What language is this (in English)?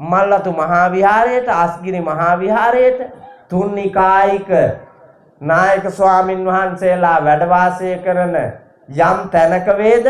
Sinhala